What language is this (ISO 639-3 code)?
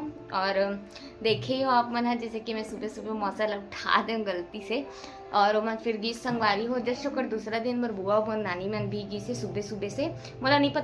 hne